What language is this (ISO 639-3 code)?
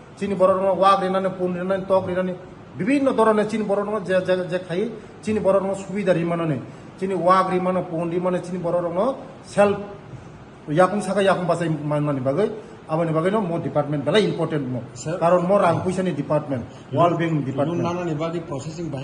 trp